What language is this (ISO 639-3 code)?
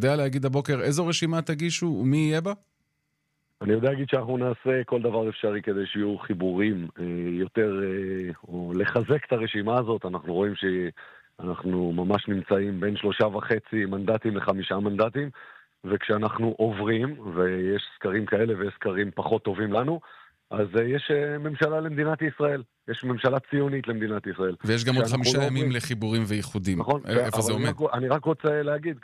heb